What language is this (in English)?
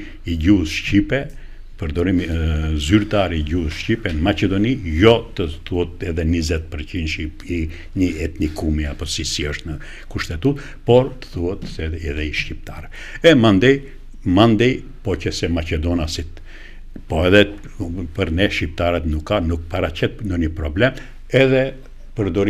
Albanian